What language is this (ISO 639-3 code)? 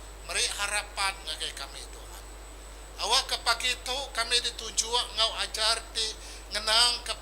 iba